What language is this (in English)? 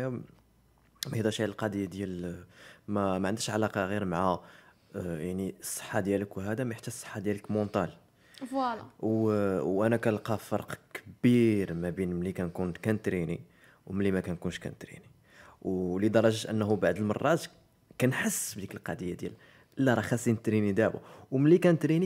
Moroccan Arabic